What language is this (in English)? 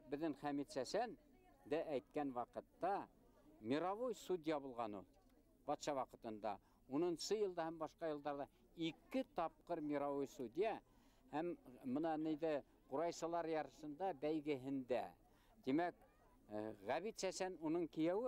Bashkir